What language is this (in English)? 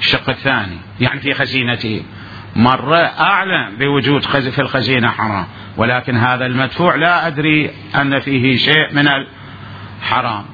Mesopotamian Arabic